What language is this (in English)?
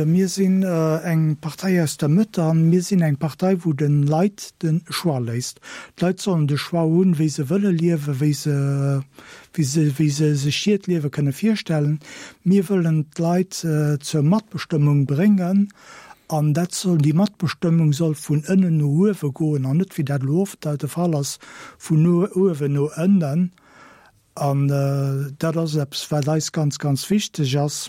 Luxembourgish